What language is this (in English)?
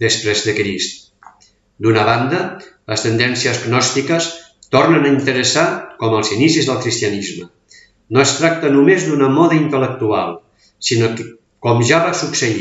Catalan